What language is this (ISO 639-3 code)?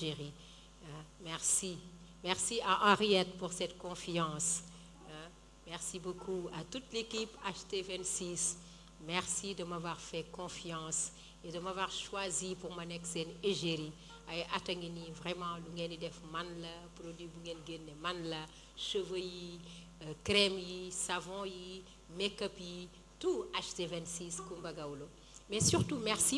wol